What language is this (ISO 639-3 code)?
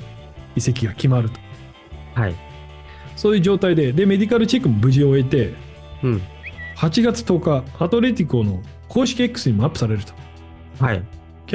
jpn